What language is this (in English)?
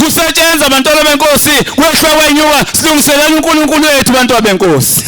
Zulu